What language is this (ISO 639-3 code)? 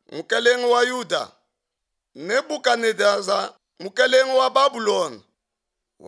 lua